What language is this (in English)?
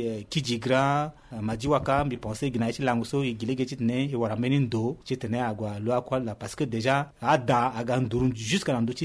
Sango